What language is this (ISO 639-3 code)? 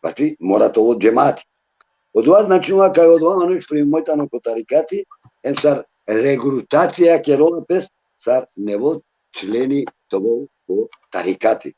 rmn